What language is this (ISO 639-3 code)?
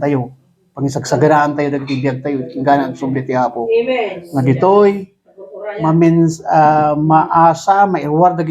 ilo